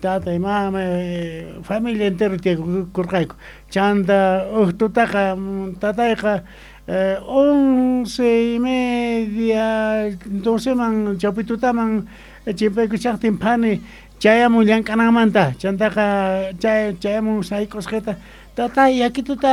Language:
South Bolivian Quechua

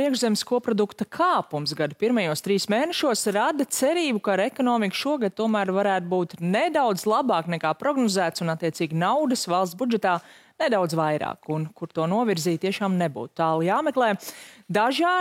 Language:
Latvian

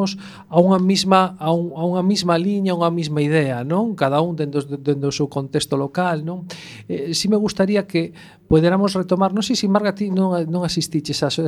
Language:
Galician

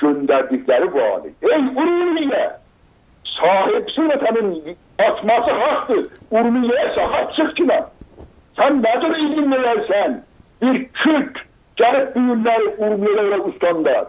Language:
South Azerbaijani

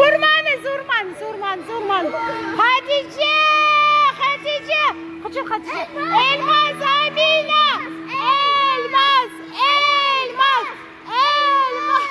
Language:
Crimean Tatar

